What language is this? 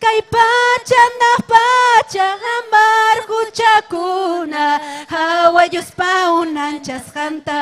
Ayacucho Quechua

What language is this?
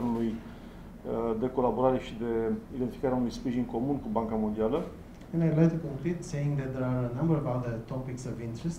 Romanian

